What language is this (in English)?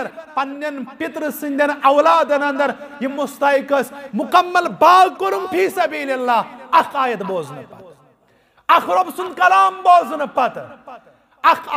Kashmiri